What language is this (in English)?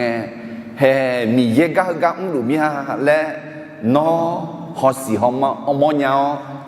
Akha